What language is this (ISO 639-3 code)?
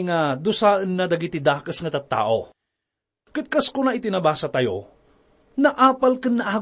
ilo